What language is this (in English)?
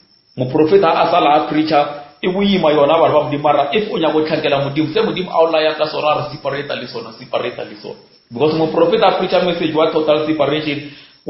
Northern Sotho